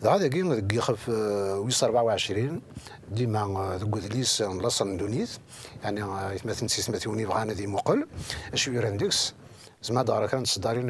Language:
Kabyle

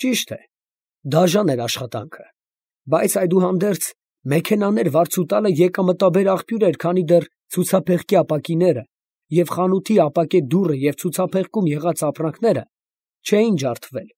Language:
Armenian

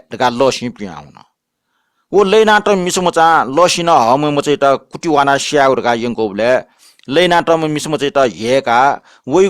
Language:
Newari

